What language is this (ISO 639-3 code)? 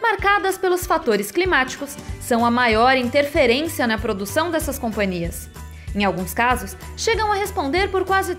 por